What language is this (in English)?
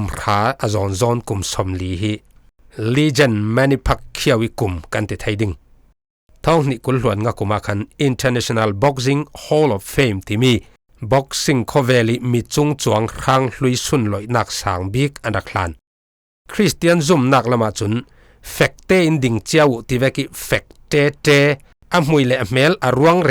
Falam Chin